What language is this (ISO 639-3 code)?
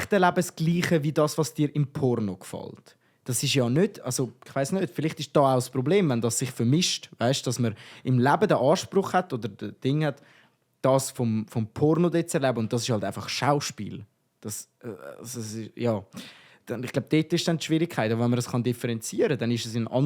gsw